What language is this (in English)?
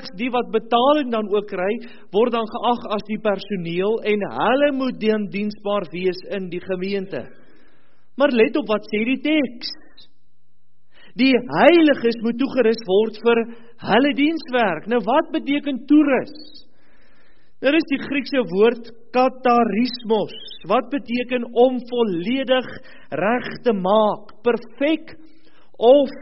Afrikaans